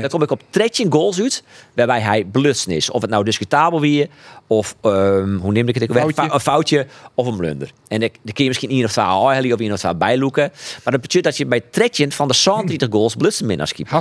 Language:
Western Frisian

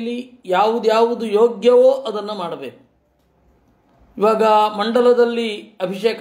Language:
Kannada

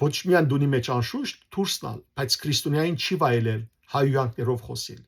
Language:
Western Armenian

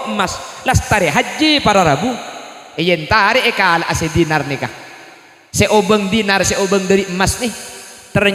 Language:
Madurese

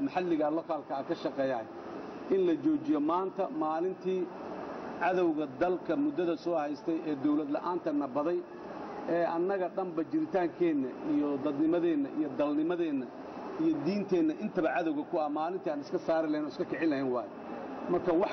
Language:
Somali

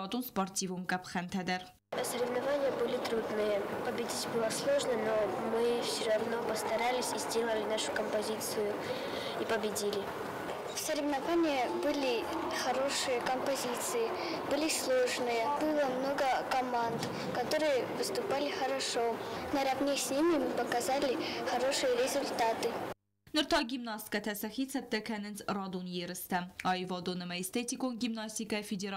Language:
Ossetic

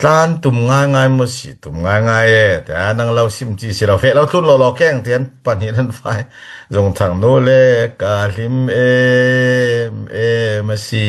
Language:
Falam Chin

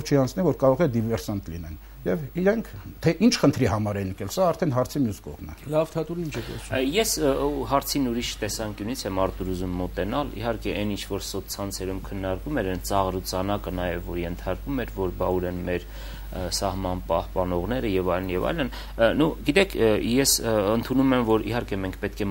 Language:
Armenian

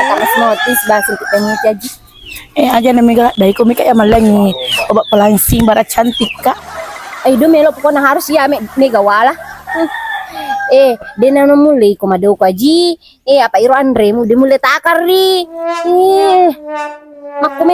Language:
Buginese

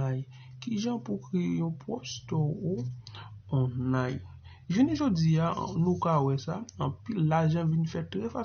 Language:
Haitian Creole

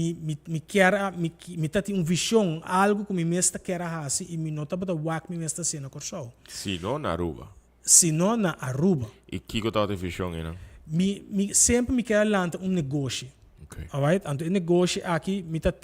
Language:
Papiamento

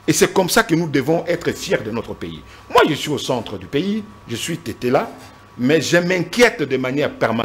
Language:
French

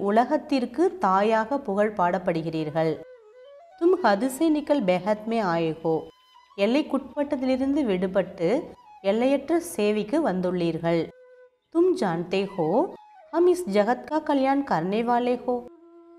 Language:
Tamil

